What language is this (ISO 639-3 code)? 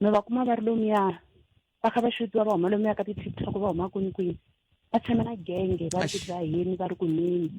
tso